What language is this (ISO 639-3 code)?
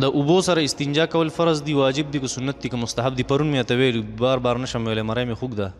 pus